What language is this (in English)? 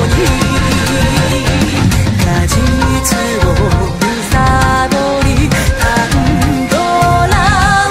Japanese